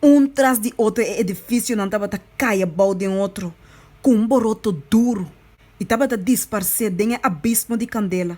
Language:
Papiamento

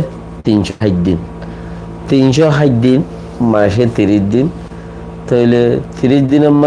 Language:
Rohingya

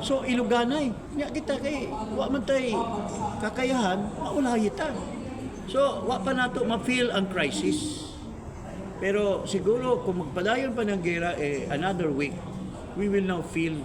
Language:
Cebuano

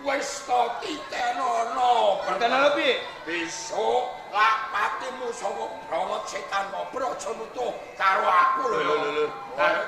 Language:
Javanese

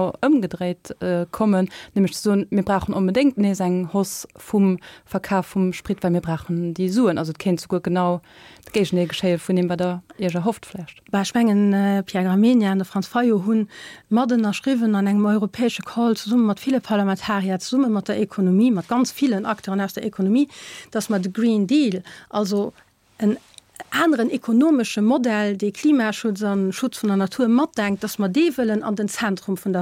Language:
Luxembourgish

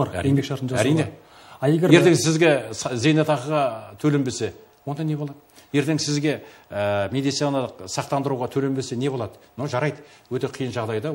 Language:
Kazakh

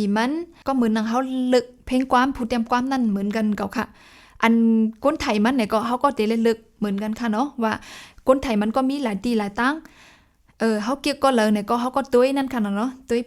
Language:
Shan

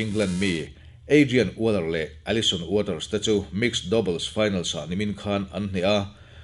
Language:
Mizo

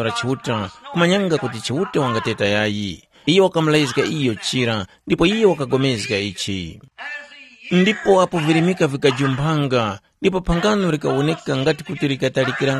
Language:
Tumbuka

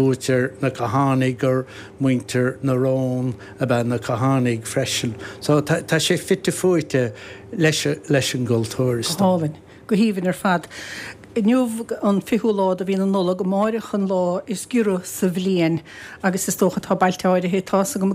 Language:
Irish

